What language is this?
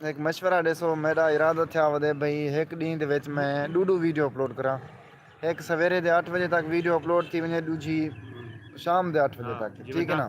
Saraiki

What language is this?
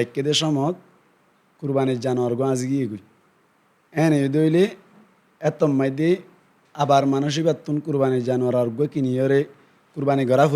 Rohingya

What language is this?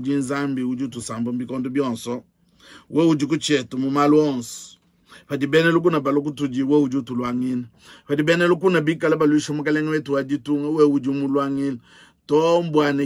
Luba-Lulua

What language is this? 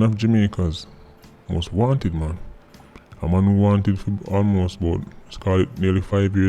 Jamaican Creole English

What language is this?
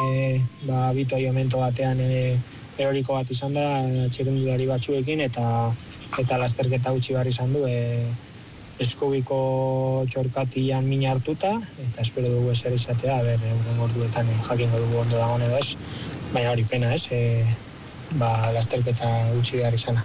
Basque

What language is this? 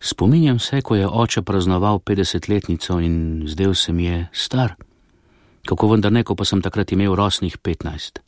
Slovenian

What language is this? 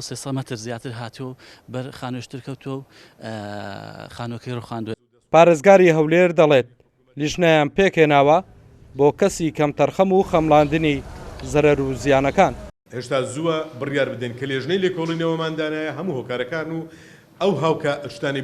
Central Kurdish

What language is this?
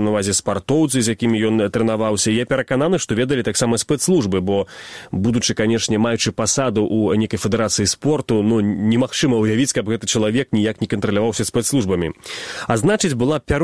Belarusian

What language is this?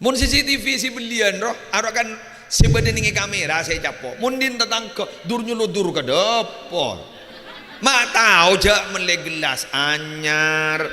Madurese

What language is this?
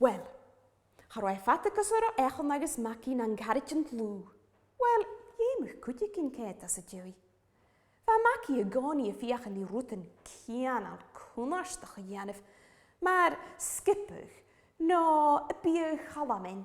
Scottish Gaelic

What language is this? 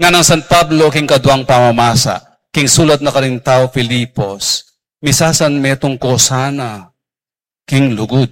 Pampanga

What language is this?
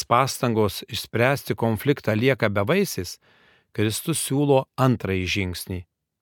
Lithuanian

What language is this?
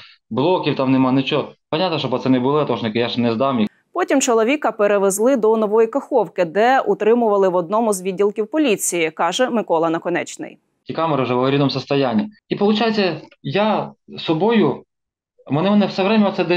Ukrainian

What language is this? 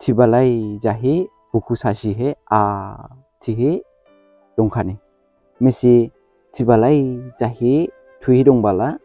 Dimasa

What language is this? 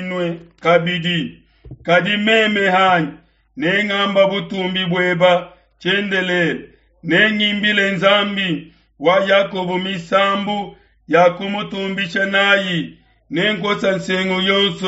Luba-Lulua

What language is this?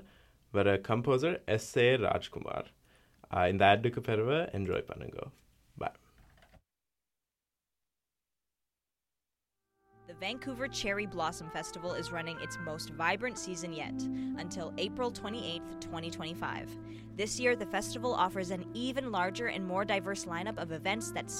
Tamil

